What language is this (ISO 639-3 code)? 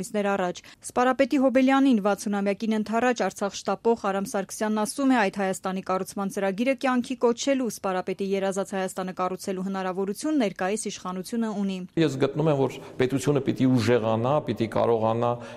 hye